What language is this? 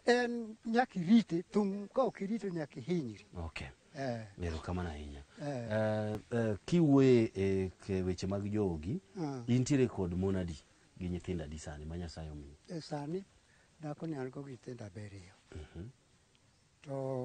Luo (Kenya and Tanzania)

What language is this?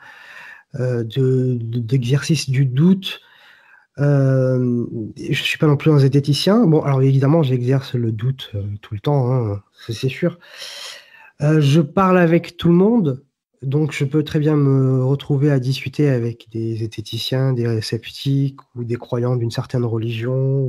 French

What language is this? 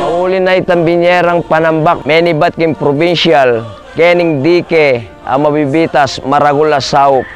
Pampanga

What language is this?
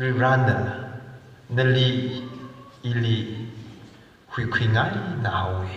Tangkhul Naga (India)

